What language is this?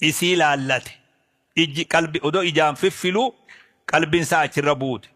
Oromo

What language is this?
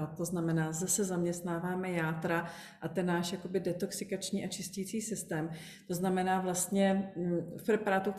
Czech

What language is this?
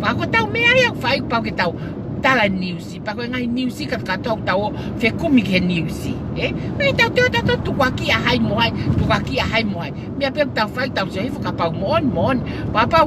Tongan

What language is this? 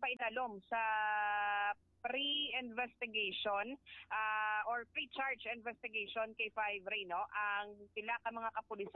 Hiligaynon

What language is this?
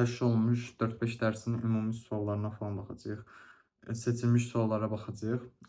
Azerbaijani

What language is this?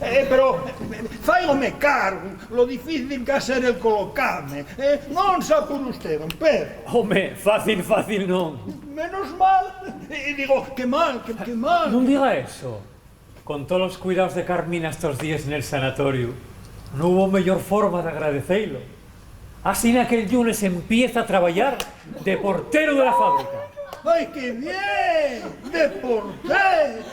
Asturian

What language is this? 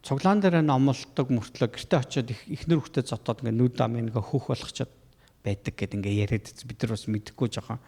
Mongolian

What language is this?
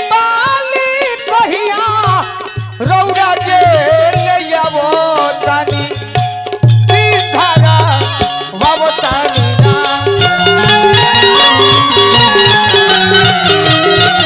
Bhojpuri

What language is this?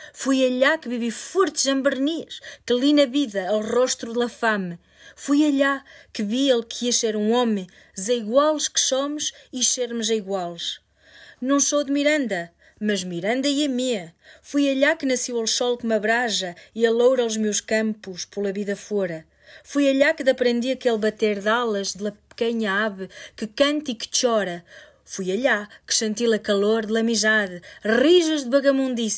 Mirandese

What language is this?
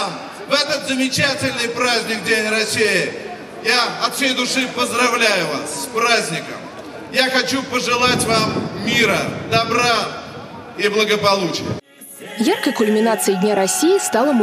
Russian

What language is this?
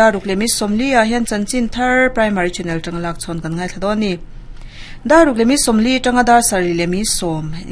Mizo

